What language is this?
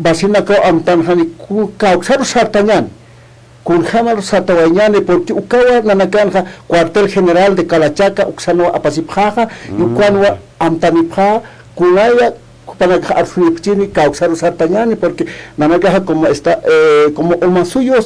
Aymara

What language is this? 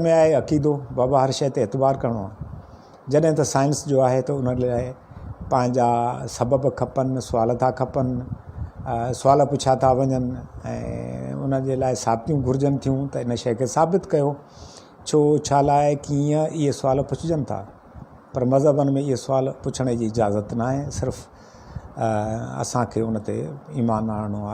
Sindhi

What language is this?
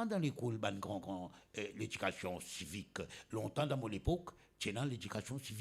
Morisyen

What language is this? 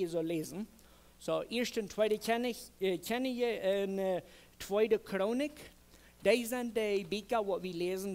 Plautdietsch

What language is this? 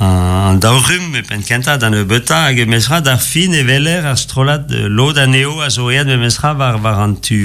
Breton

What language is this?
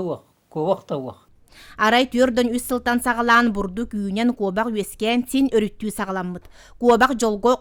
Yakut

